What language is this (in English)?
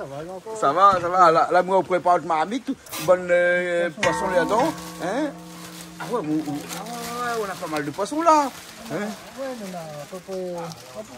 Réunion Creole French